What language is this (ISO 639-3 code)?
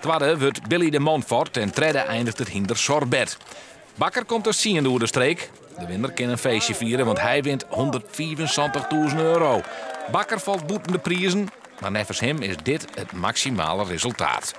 fry